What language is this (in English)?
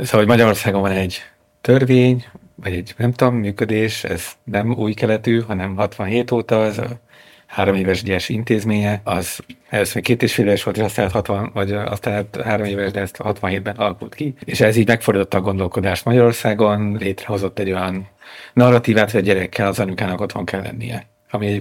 Hungarian